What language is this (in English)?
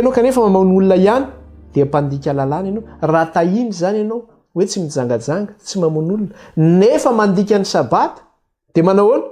Malagasy